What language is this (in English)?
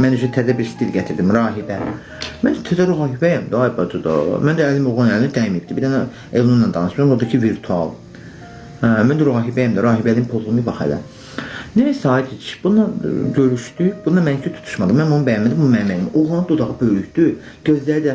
Azerbaijani